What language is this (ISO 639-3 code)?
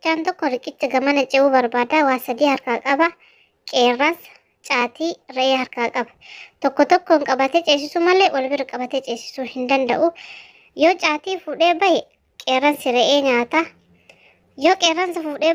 orm